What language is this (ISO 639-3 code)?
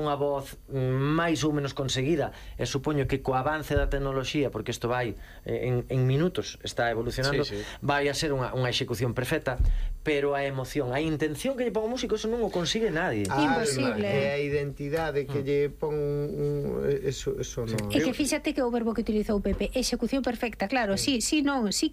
glg